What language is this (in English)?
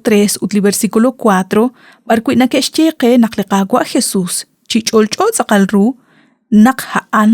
Kekchí